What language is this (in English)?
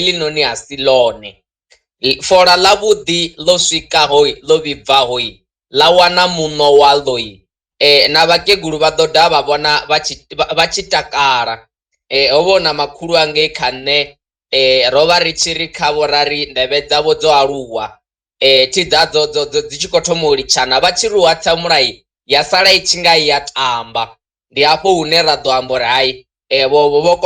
Venda